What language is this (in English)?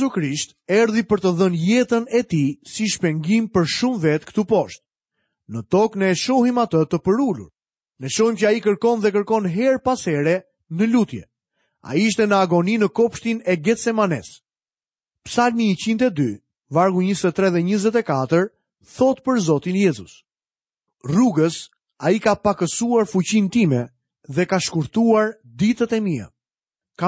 Albanian